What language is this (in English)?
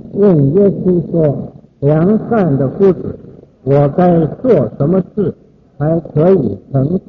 Chinese